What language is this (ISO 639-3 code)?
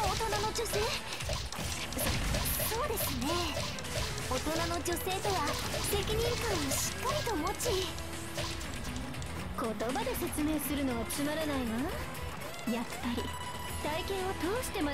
jpn